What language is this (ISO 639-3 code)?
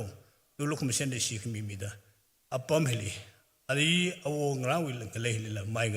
nmf